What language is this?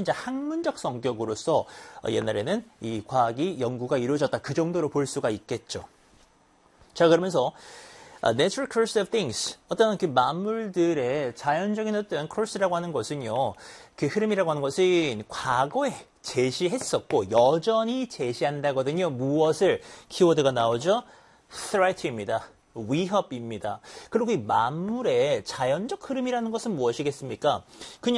Korean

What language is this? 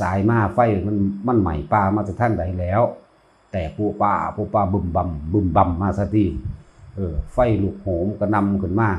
Northeastern Thai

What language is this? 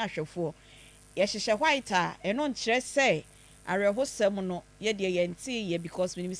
Akan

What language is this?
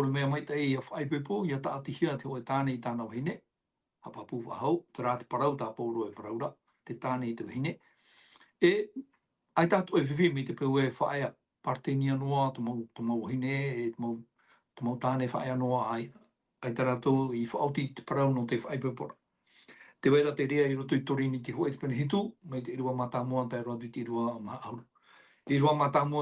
Tahitian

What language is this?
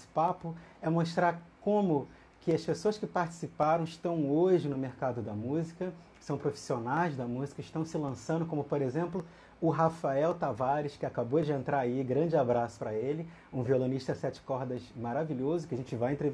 Portuguese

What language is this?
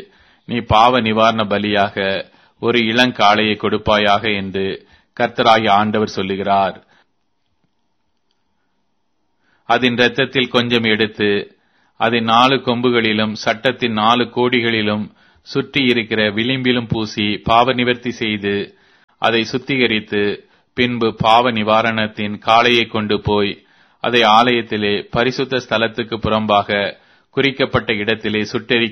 Tamil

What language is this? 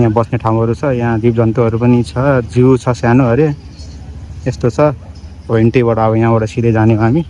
Nepali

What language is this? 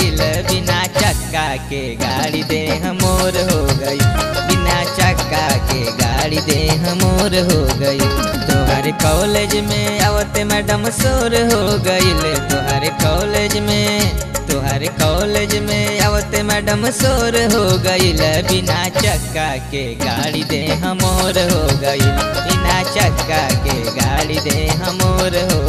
Bhojpuri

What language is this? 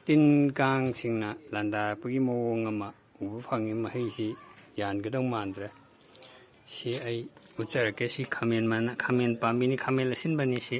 Manipuri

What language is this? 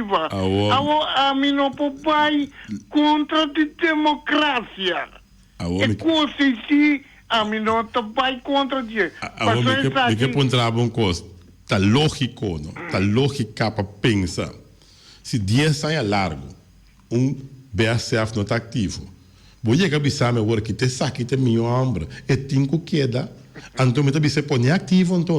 Papiamento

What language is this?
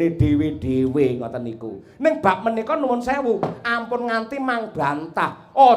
Javanese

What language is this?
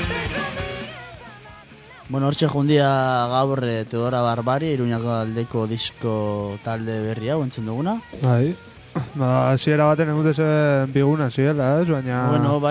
Basque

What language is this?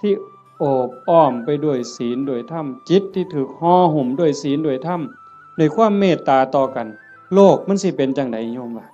Northeastern Thai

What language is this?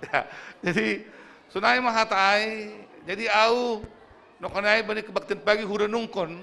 Batak Simalungun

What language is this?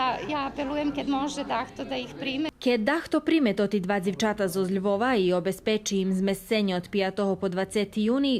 Rusyn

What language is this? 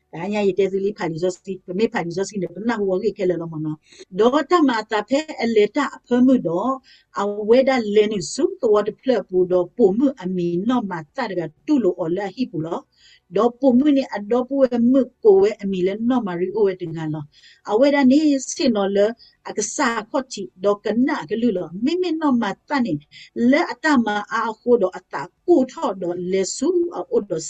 S'gaw Karen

